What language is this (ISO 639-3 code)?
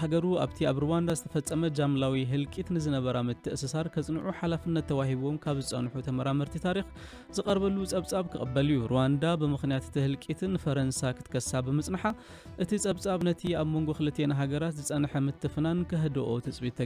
tir